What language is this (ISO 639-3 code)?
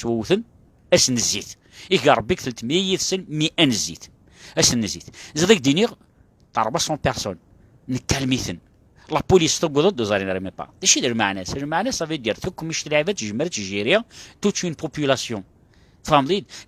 kab